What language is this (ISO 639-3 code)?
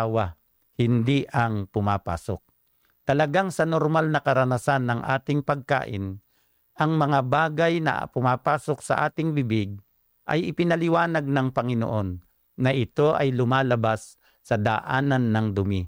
fil